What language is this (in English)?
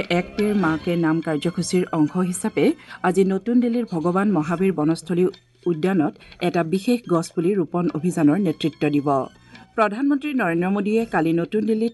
Assamese